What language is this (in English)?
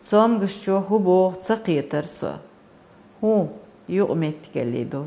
Chechen